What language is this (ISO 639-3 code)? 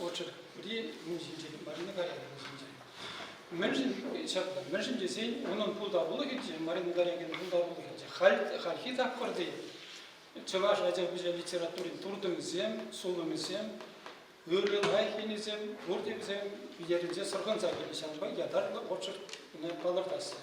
chv